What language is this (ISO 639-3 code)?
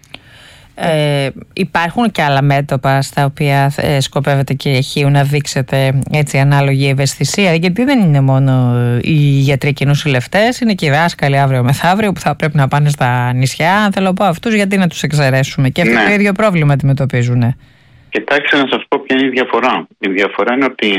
ell